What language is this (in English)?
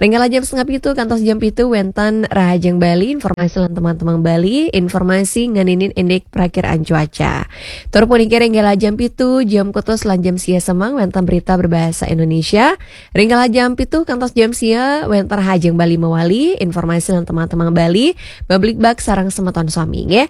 Balinese